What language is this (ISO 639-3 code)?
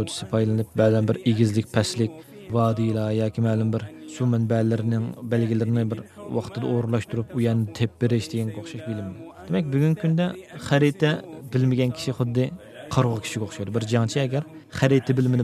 uig